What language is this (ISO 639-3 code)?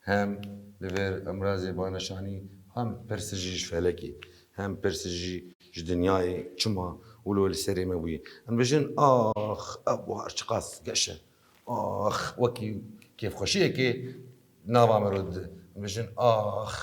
kur